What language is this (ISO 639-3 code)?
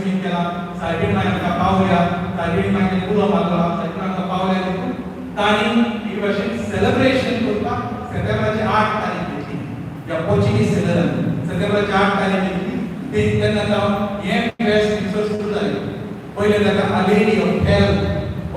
kok